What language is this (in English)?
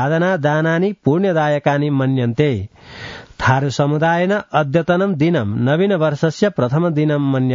Sanskrit